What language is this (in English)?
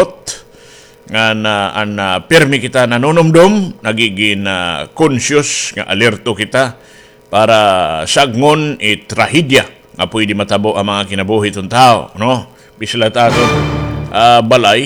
Waray